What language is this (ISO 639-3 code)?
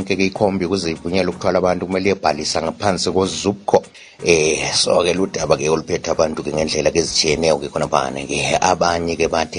nde